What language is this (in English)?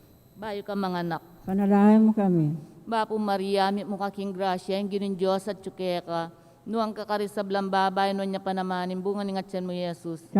Pampanga